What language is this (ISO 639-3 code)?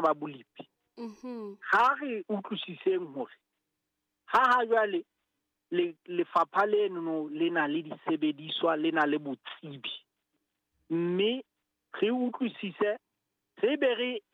sot